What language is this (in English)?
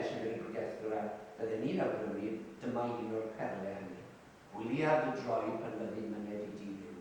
Welsh